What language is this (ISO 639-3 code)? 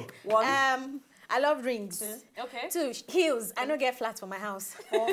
pcm